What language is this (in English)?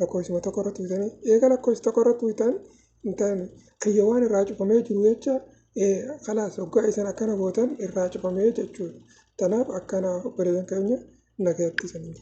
Oromo